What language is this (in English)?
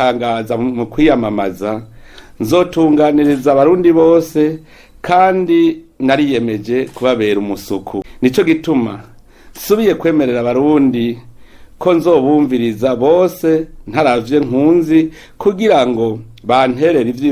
Rundi